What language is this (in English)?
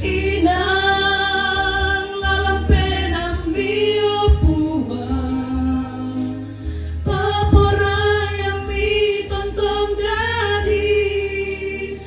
Toraja-Sa'dan